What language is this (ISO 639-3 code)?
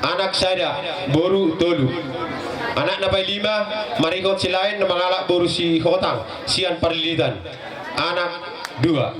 bbc